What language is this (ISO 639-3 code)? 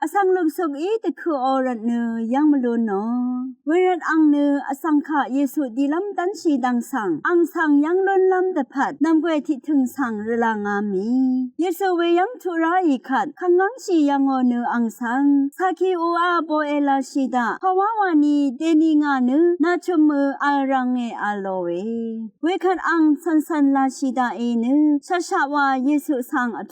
raw